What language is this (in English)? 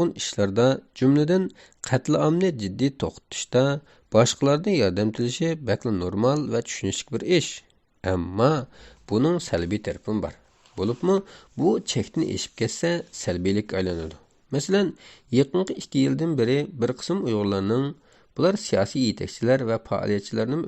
Uyghur